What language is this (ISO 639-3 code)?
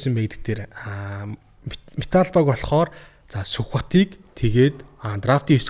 mon